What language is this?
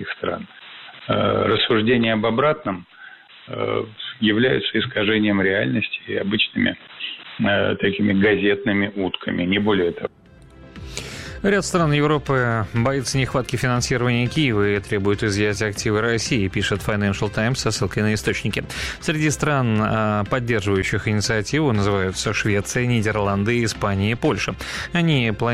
Russian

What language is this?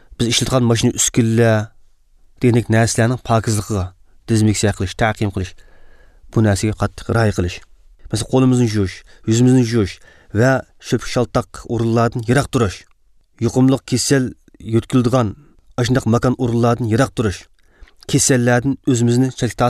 Uyghur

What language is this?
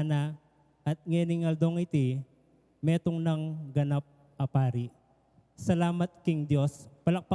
Pampanga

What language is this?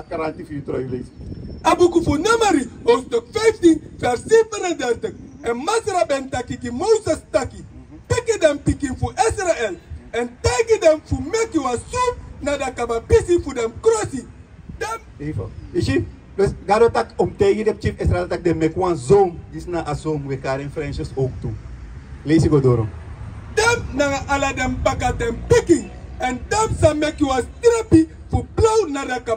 Sranan Tongo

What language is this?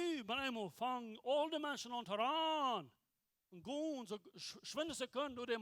Plautdietsch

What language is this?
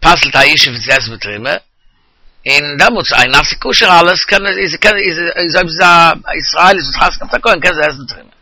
Yiddish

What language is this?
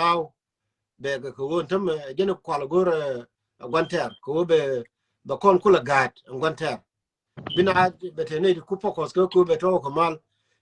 Nuer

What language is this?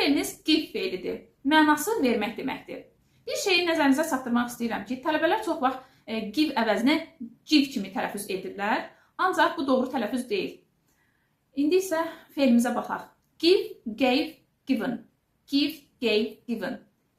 Azerbaijani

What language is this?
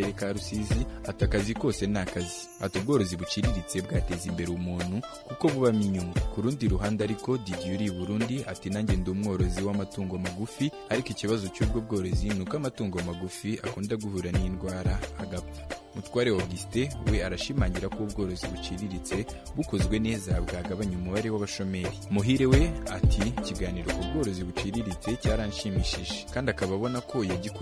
Kinyarwanda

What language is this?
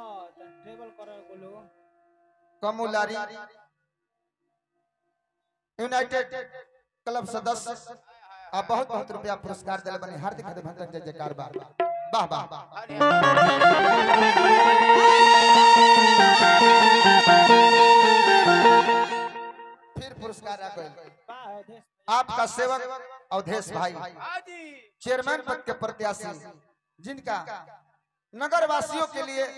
Bhojpuri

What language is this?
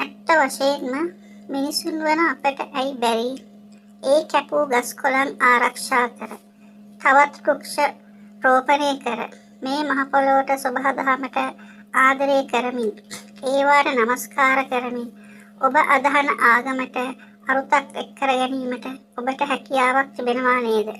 Sinhala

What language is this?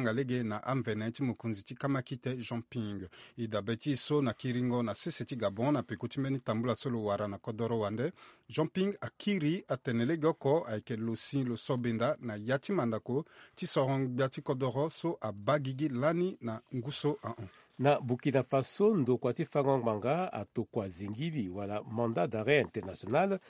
Sango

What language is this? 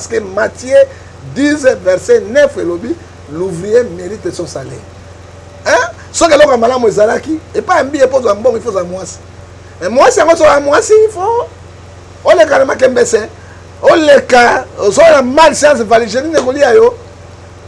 Lingala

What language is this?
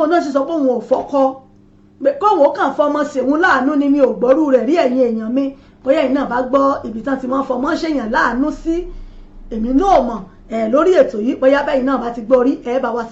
Yoruba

